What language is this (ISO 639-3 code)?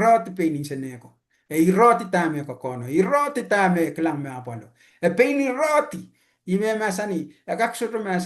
pon